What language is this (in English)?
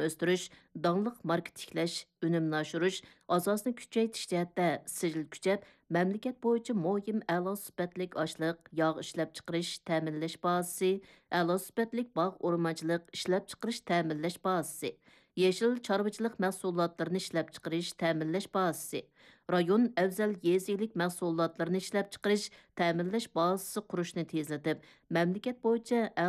Uyghur